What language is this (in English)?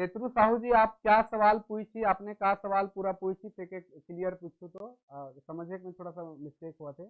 Sadri